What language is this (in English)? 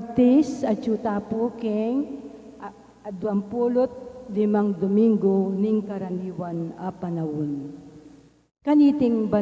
Pampanga